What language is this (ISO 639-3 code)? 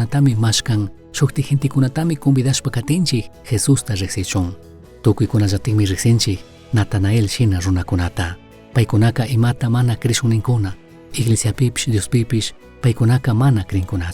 qug